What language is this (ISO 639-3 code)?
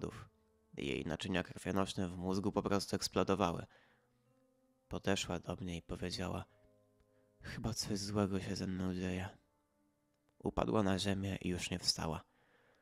pol